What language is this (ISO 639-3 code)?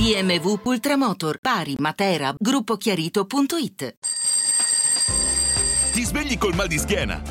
ita